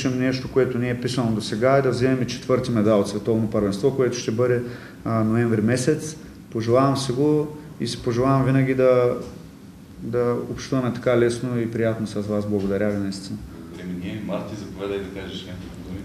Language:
Bulgarian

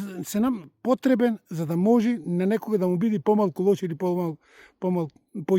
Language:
Macedonian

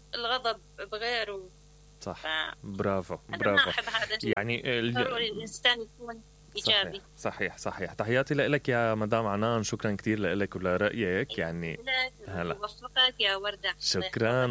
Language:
Mesopotamian Arabic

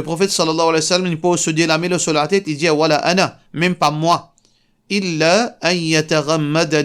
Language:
Morisyen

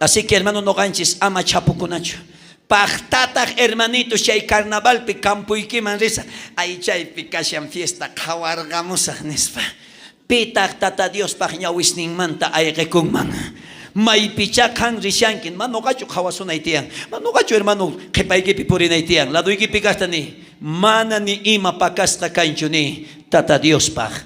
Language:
South Bolivian Quechua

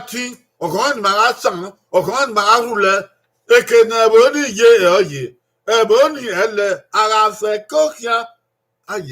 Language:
Bini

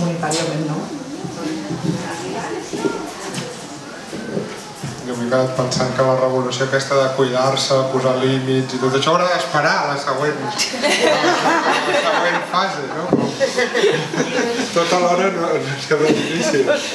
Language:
Catalan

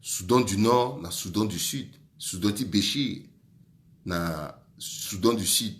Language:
Sango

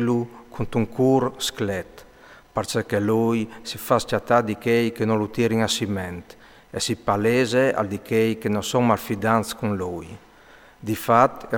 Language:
Friulian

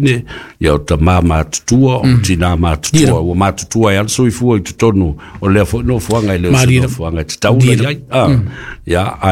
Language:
Samoan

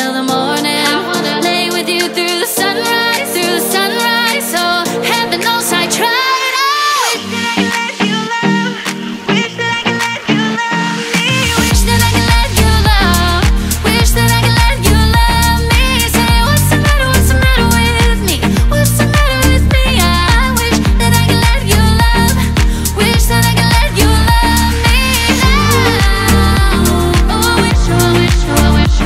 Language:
English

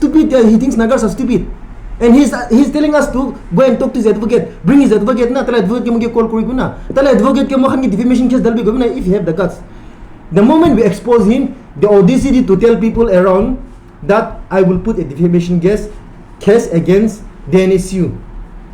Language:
Naga Pidgin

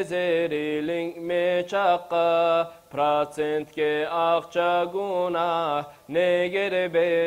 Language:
Kumyk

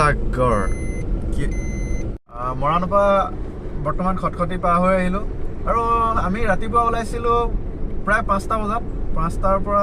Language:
Assamese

